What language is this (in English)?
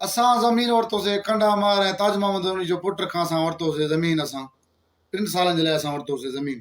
Sindhi